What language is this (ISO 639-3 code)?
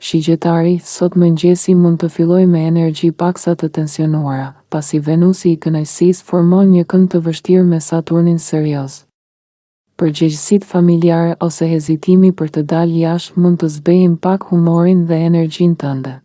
sqi